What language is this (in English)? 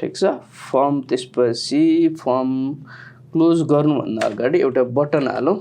Nepali